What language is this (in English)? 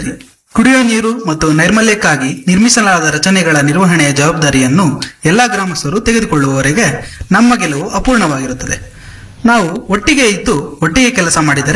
Kannada